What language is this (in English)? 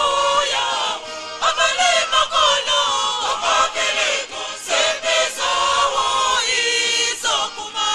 Nyanja